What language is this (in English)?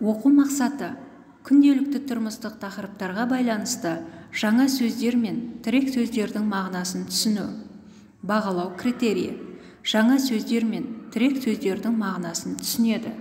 Kazakh